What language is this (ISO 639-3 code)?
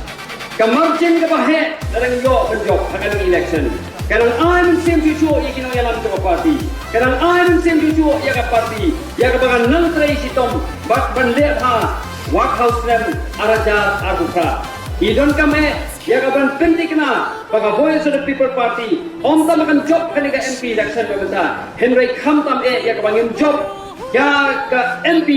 kha